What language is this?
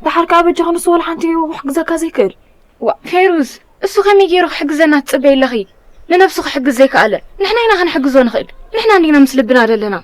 Tigrinya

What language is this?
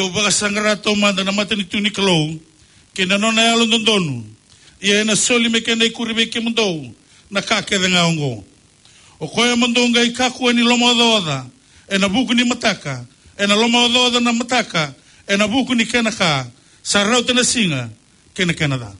Fijian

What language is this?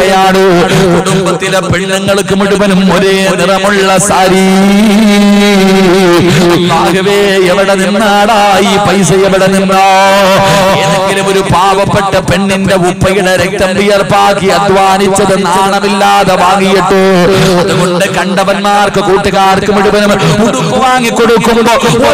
Malayalam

